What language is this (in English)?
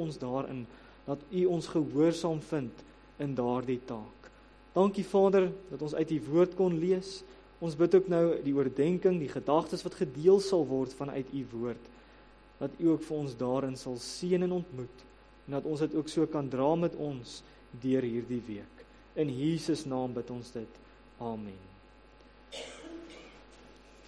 Afrikaans